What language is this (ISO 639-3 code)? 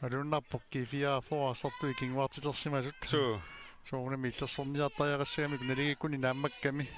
kal